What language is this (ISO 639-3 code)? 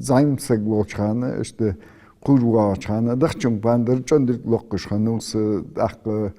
inh